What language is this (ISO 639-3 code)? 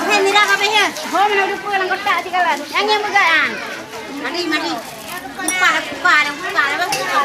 ace